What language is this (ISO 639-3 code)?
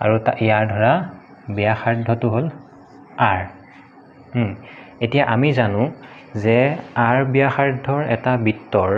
asm